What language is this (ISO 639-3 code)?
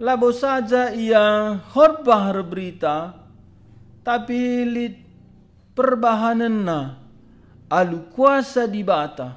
btx